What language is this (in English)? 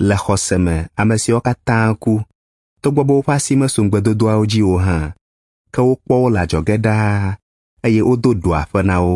Ewe